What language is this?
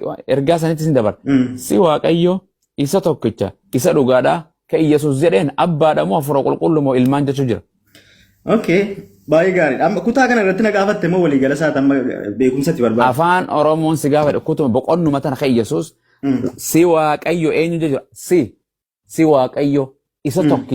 Oromo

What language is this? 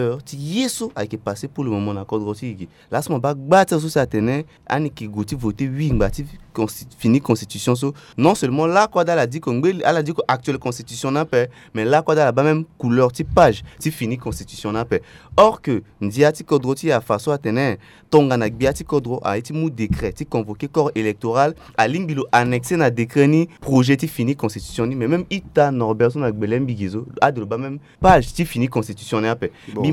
Sango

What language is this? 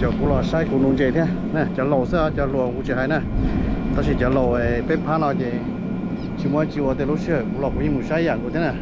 Hmong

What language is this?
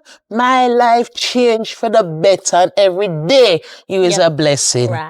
Jamaican Creole English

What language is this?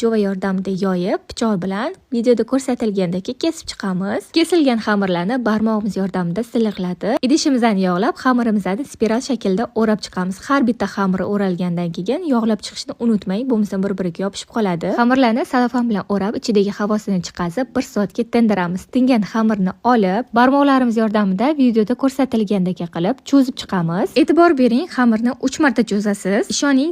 Uzbek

